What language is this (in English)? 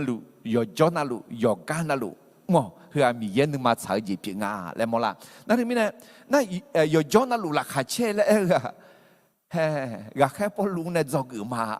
Akha